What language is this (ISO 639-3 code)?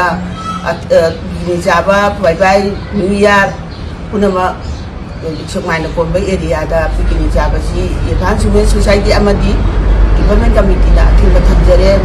mni